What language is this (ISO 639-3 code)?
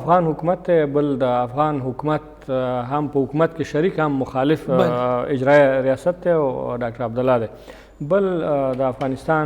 pus